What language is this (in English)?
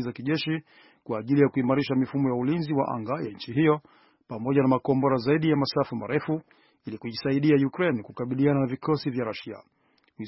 Swahili